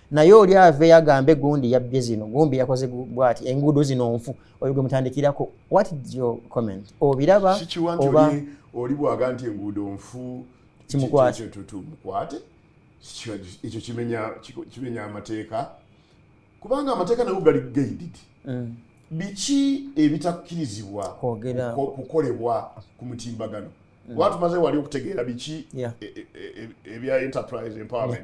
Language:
Ganda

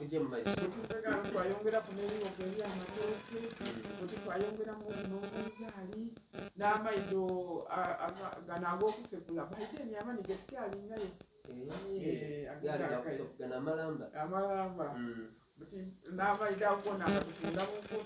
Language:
Soga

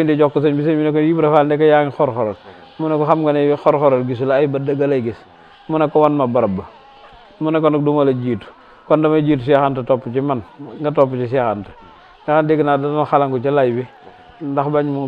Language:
Wolof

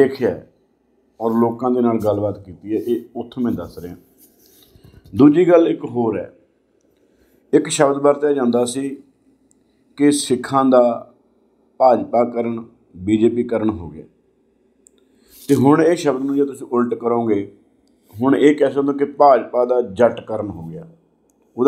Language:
Punjabi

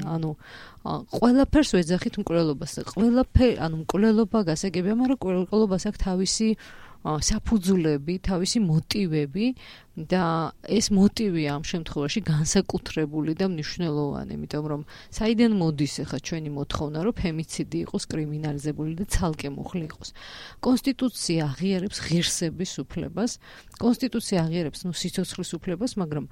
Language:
Georgian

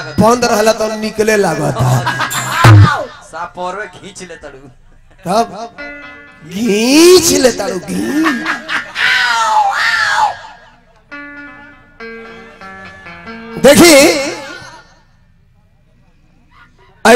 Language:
Bhojpuri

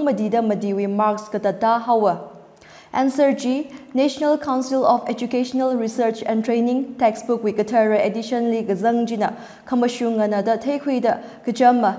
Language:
Tangkhul Naga (India)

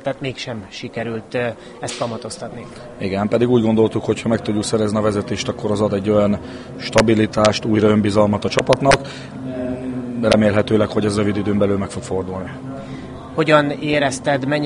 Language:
Hungarian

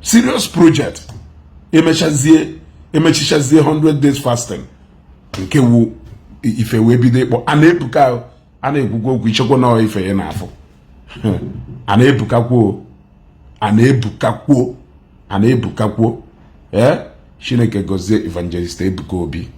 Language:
Igbo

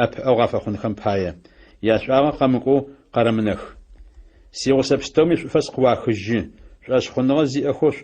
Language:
Adyghe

